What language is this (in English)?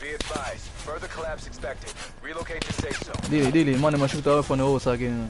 Jamaican Creole English